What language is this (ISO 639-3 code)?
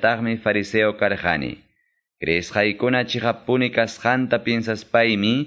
que